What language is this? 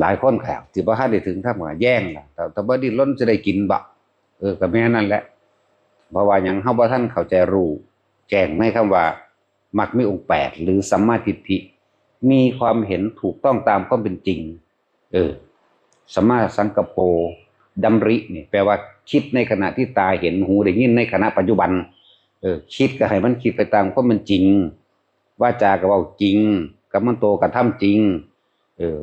Northeastern Thai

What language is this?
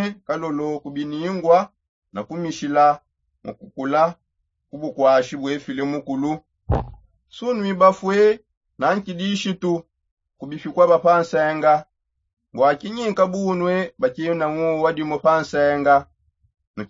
Songe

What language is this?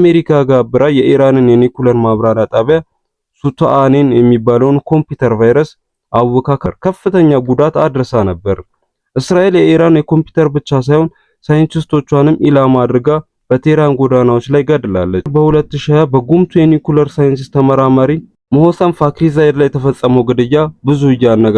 Amharic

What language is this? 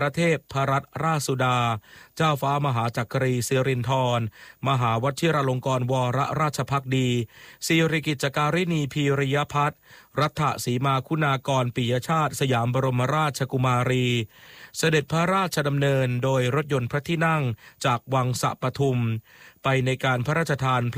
Thai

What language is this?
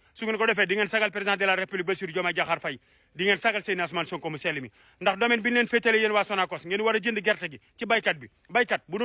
Wolof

